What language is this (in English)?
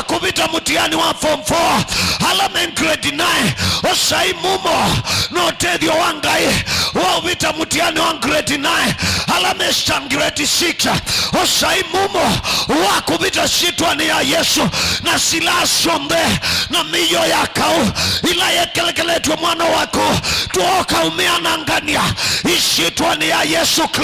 Kamba